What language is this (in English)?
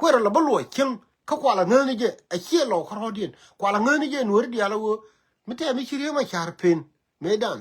Nuer